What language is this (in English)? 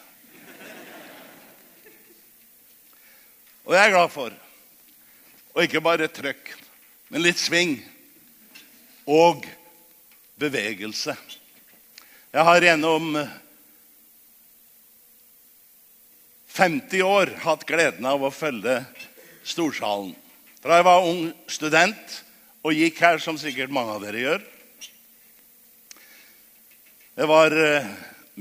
Norwegian